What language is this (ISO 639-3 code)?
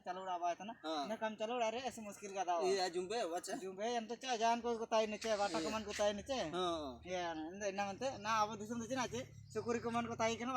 hoc